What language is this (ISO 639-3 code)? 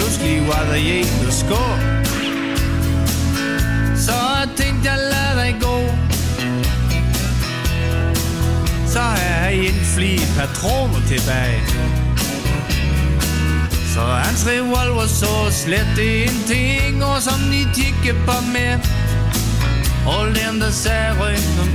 dan